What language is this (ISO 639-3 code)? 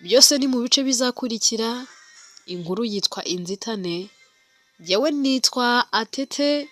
kin